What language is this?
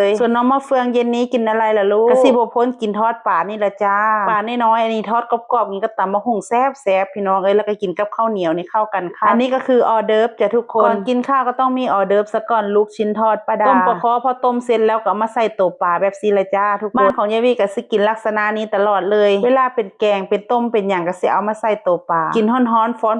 Northeastern Thai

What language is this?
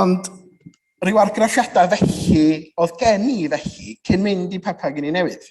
Welsh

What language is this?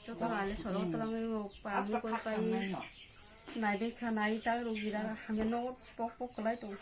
Kok Borok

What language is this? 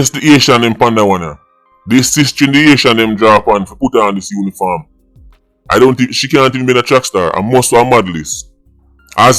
Jamaican Creole English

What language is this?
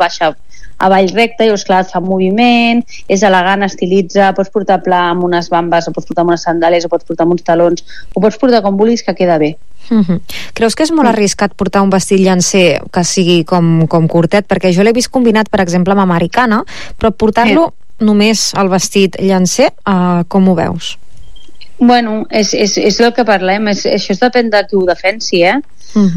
Catalan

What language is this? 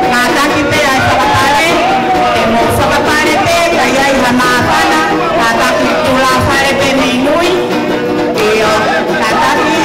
Tongan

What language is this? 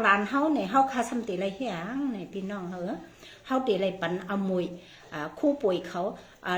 Shan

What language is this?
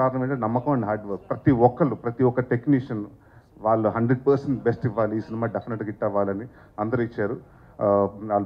Telugu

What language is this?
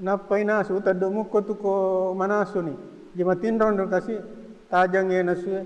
Buginese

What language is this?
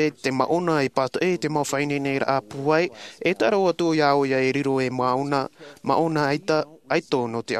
Tahitian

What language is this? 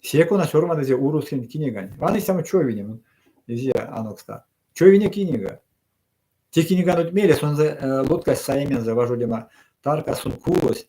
Erzya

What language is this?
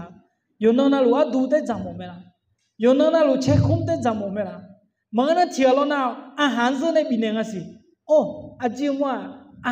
Akha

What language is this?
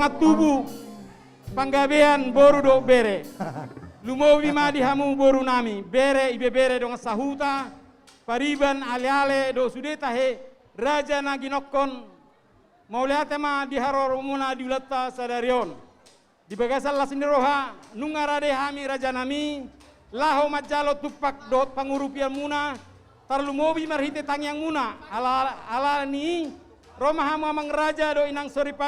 Batak Toba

